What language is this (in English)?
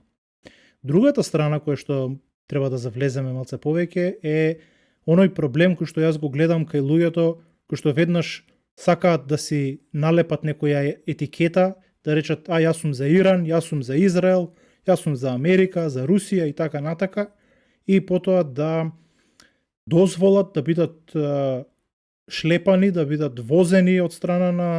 Macedonian